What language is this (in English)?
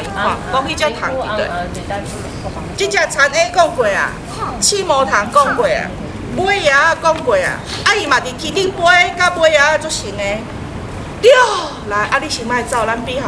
Min Nan Chinese